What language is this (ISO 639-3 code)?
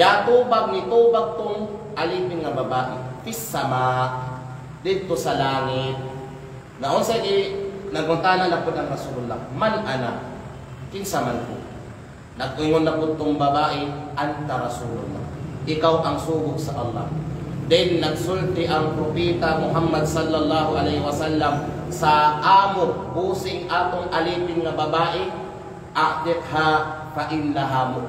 kqe